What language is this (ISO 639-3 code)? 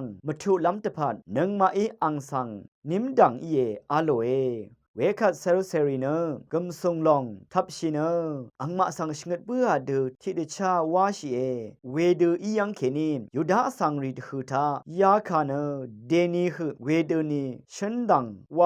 raw